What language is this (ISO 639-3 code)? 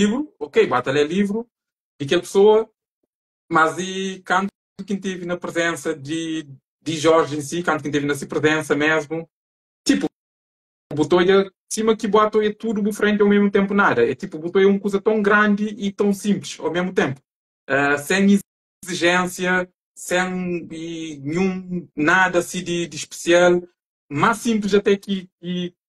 kea